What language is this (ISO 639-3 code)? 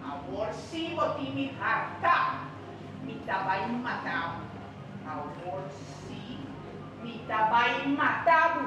pap